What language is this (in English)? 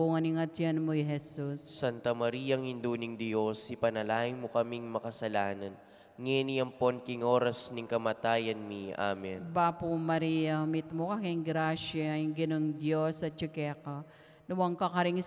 Pampanga